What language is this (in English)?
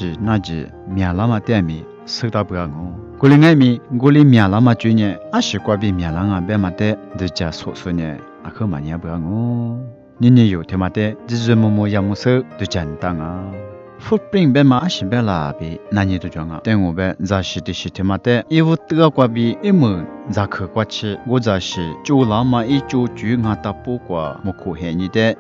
Lisu